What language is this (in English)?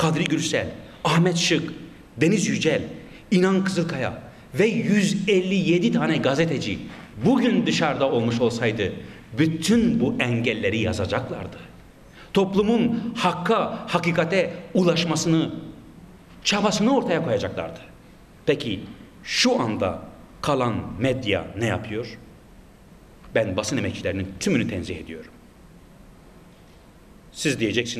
Turkish